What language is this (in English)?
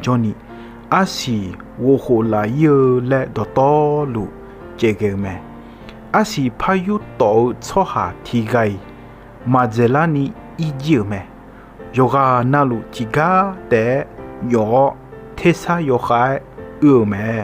Akha